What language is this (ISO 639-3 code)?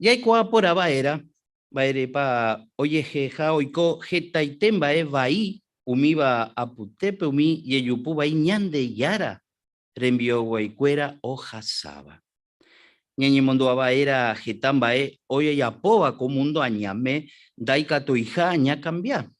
grn